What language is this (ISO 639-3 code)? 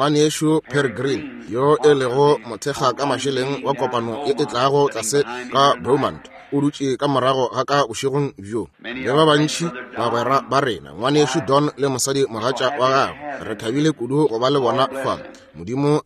nso